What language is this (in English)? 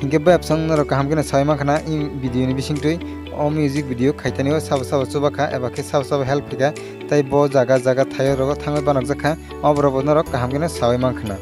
Kok Borok